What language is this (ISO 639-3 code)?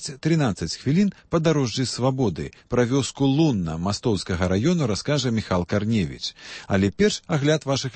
bel